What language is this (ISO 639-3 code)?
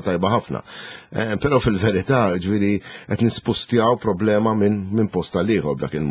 mlt